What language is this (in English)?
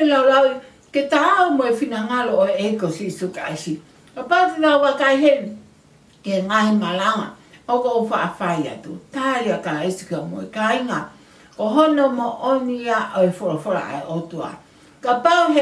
Tongan